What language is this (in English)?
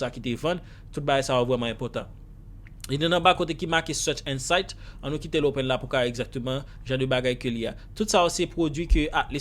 Haitian Creole